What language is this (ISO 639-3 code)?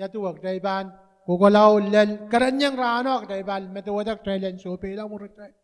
pon